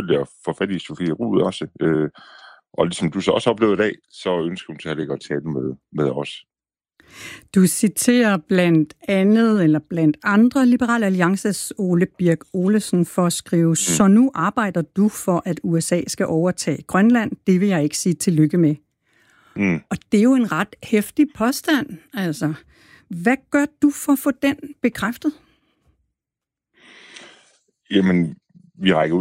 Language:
Danish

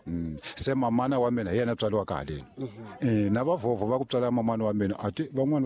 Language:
Tsonga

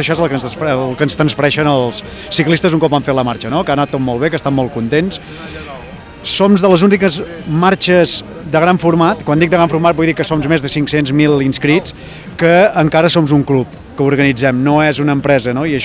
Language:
Catalan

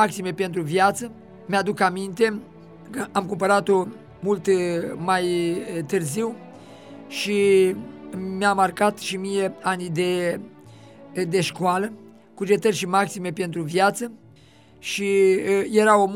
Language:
Romanian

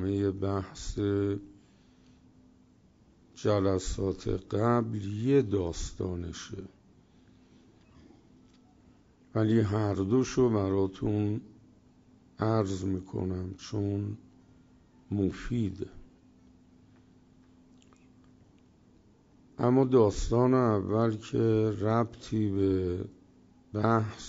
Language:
Persian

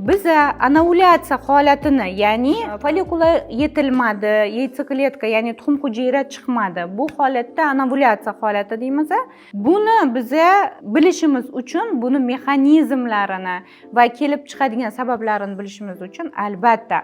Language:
Uzbek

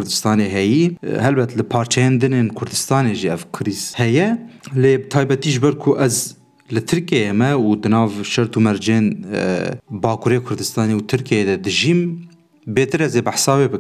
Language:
Kurdish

